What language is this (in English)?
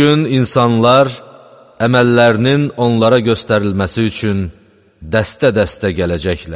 Azerbaijani